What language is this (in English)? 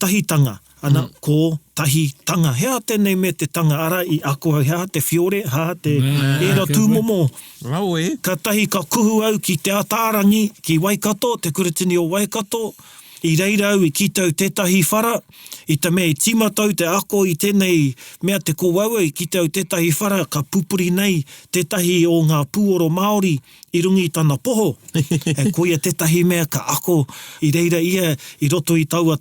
Māori